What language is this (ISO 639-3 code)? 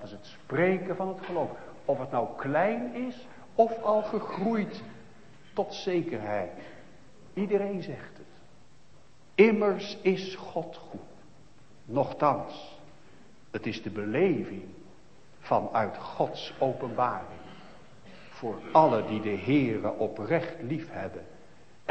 nld